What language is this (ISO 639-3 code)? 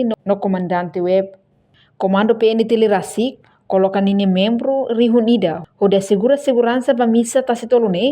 tet